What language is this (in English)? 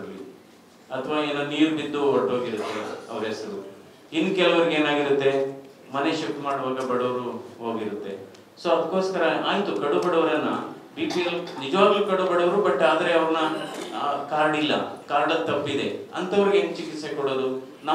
Kannada